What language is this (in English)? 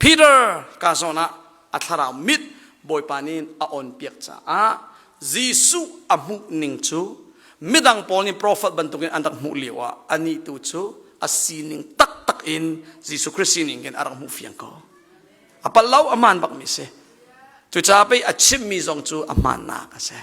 Hakha Chin